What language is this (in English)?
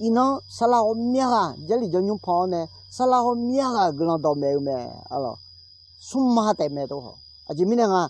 Akha